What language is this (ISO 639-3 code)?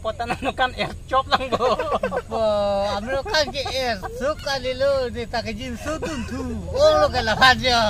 mjw